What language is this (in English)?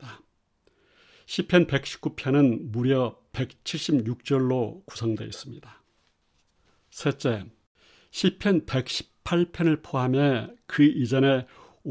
Korean